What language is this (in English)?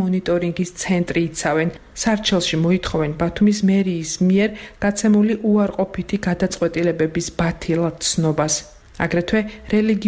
Georgian